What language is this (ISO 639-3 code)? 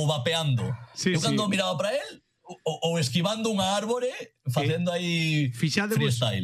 glg